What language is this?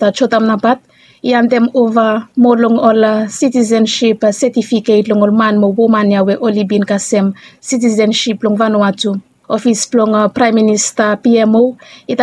Bislama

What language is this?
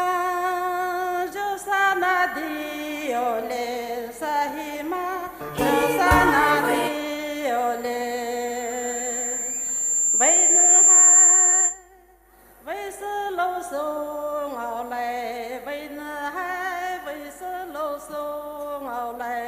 Poumei Naga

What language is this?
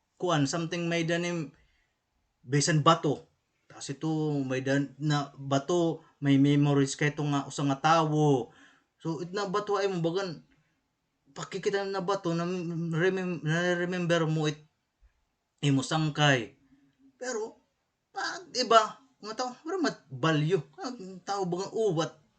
Waray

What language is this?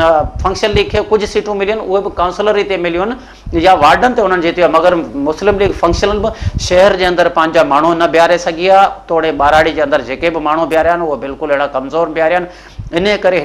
Sindhi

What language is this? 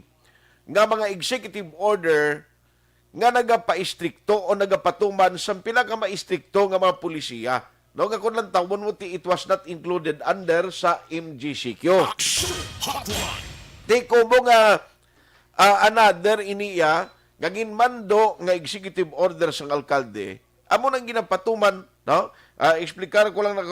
Hiligaynon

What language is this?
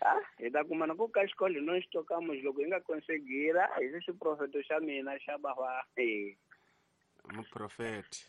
Tsonga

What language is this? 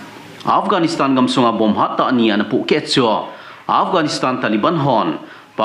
Thado Chin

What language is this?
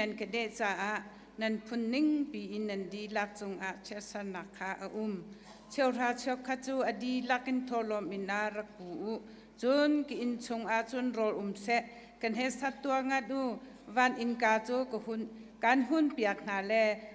Hakha Chin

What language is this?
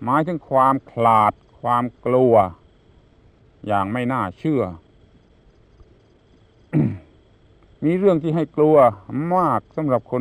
Thai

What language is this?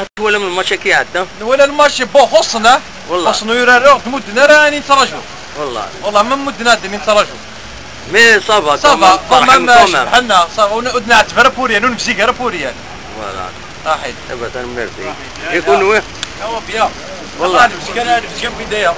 Kabyle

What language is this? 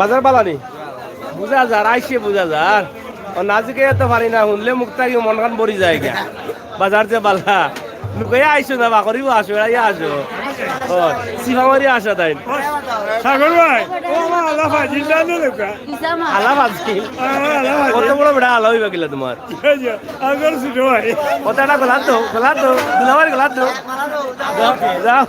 Sylheti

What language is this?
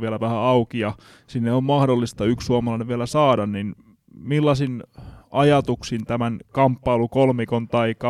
Finnish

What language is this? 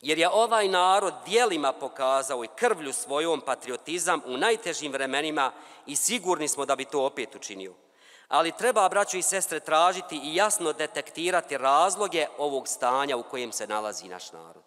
Bosnian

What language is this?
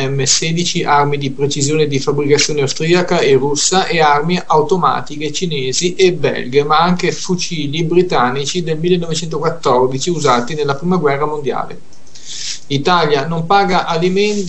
Italian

